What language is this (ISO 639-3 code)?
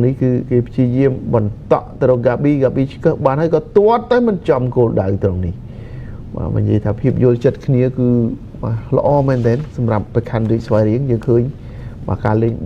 khm